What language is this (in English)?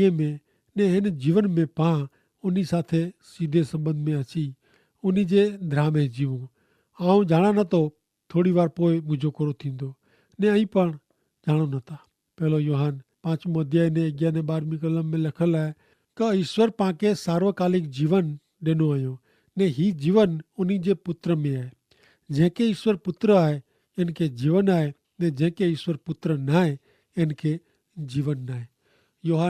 Kachhi